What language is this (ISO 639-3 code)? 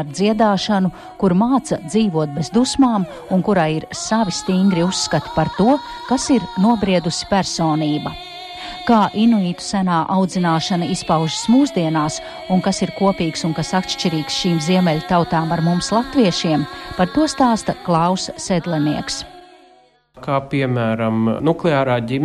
lav